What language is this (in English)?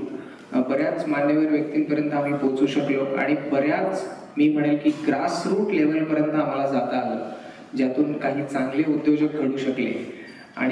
Marathi